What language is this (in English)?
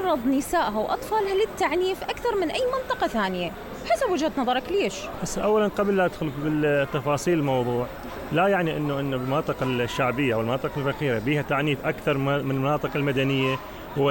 Mesopotamian Arabic